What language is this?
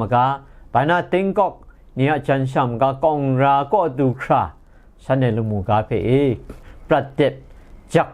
Kachin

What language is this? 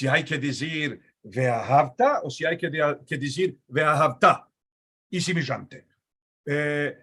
Ladino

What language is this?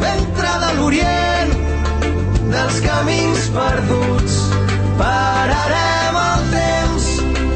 Catalan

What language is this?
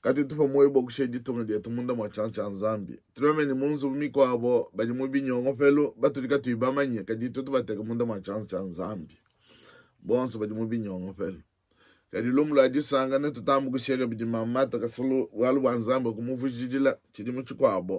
Luba-Lulua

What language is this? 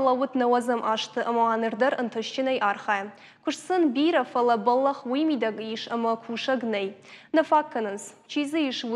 Ossetic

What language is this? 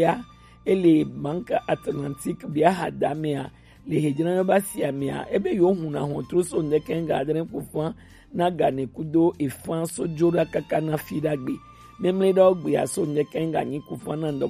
Gen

